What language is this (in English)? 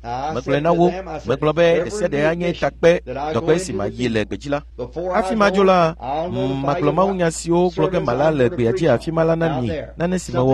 Ewe